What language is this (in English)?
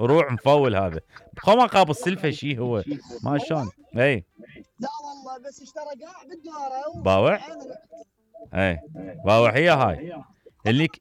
Mesopotamian Arabic